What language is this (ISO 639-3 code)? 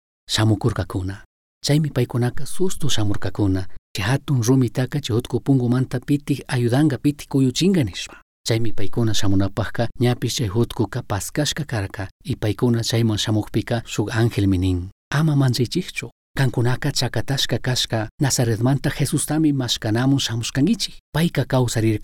qug